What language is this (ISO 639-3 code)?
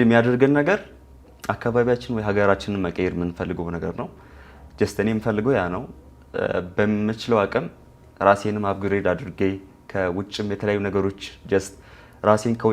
amh